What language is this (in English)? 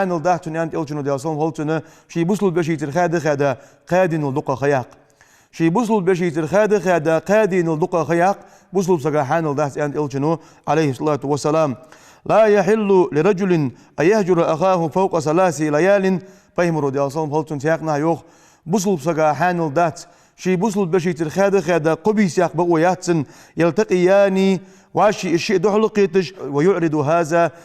Ingush